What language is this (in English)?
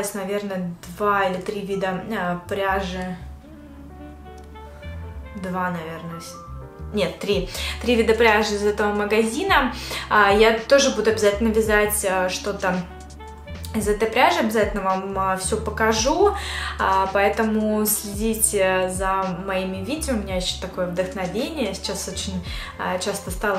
Russian